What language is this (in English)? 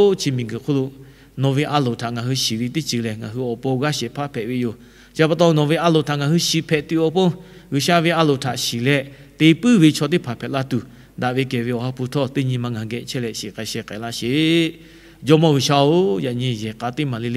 Lahu